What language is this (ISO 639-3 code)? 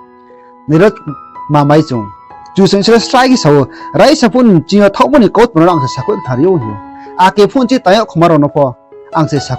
ria